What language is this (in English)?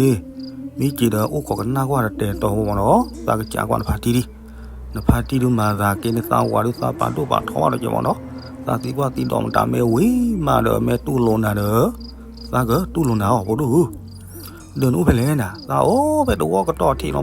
S'gaw Karen